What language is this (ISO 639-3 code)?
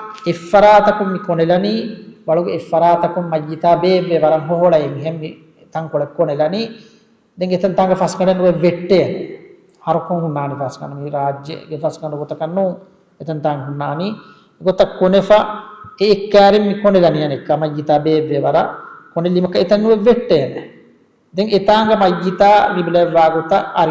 div